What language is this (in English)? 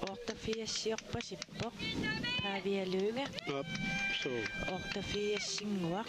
Kalaallisut